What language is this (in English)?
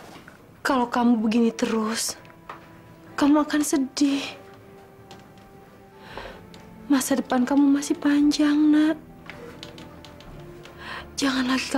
Indonesian